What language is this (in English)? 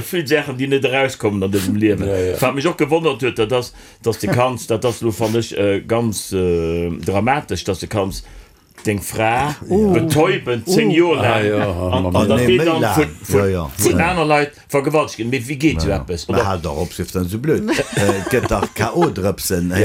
Luxembourgish